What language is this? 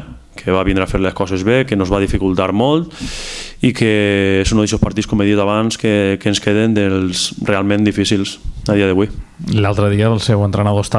Catalan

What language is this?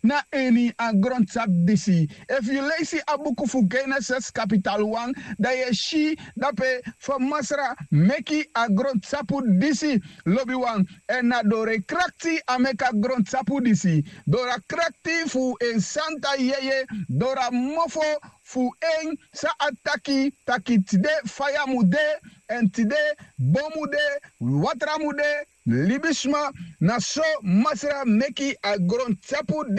Sranan Tongo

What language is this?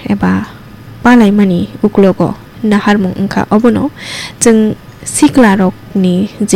Kok Borok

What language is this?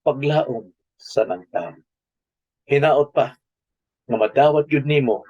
Cebuano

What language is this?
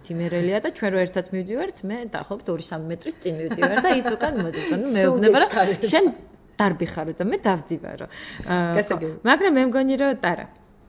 Georgian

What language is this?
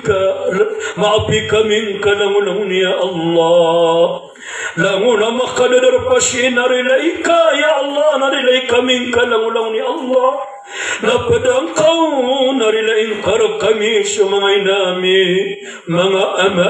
Maranao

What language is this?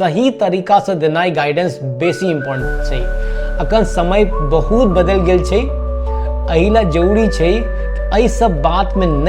Maithili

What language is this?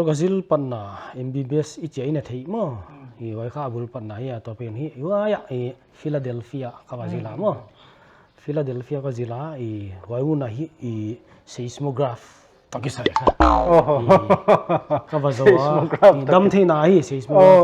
Paite Chin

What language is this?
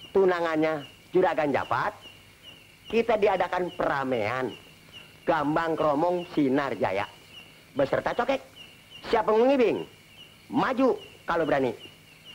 Betawi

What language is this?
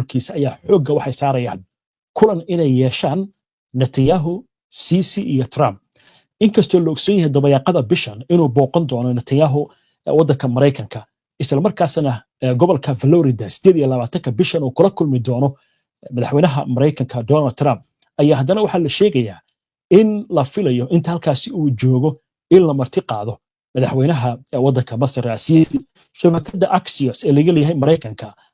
Somali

